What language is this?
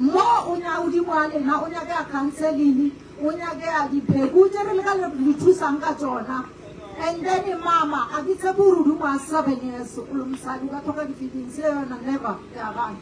Northern Sotho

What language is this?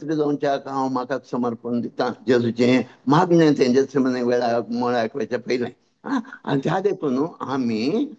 Konkani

